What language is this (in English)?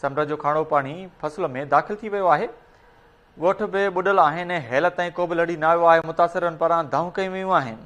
Sindhi